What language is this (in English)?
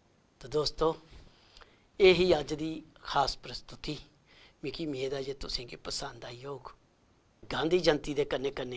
Dogri